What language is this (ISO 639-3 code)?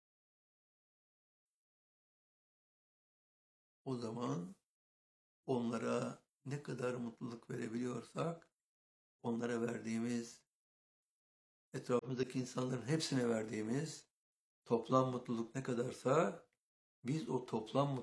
tur